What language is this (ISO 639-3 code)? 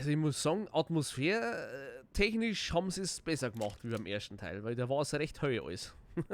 bar